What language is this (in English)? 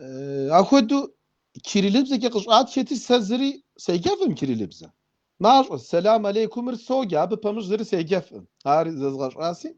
Kabardian